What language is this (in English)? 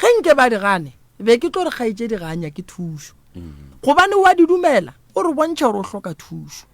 Northern Sotho